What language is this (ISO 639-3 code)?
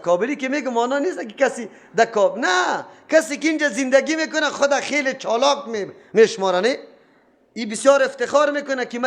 fas